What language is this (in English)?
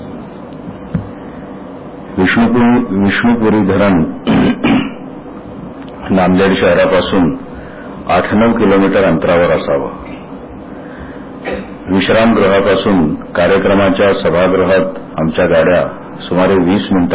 Marathi